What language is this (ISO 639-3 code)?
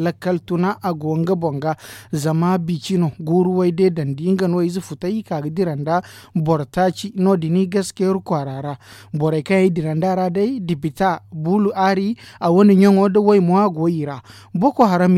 dje